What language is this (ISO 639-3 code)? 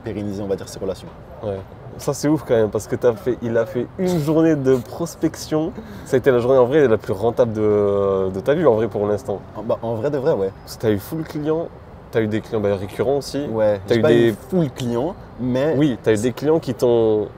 fra